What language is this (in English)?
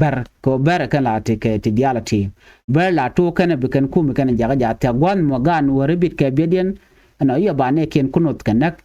Nuer